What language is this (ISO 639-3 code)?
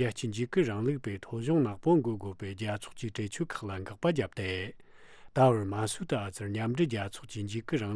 bod